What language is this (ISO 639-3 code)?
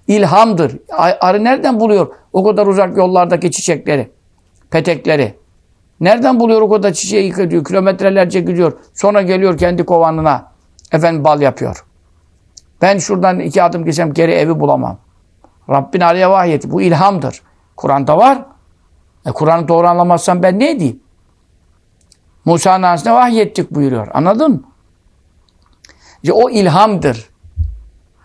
tur